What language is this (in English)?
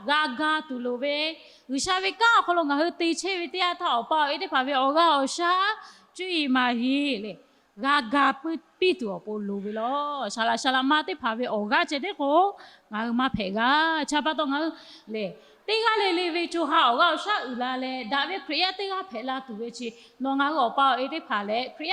Lahu